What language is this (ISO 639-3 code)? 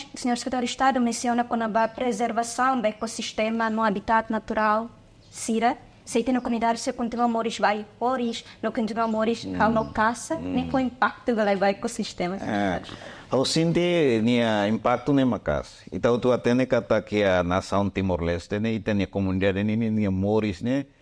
tet